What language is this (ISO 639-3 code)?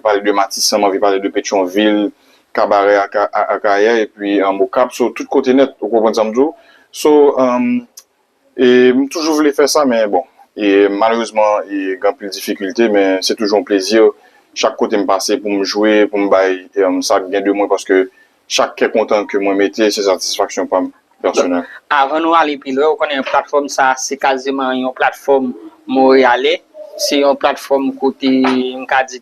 hat